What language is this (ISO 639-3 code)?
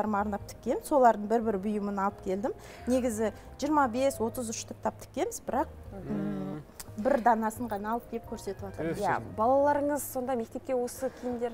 kaz